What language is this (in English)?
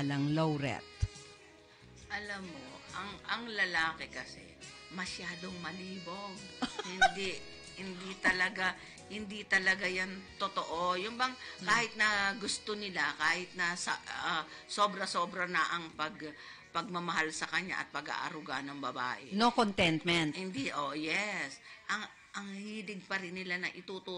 Filipino